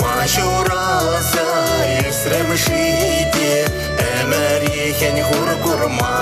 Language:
Chuvash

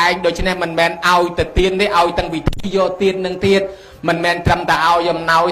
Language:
Khmer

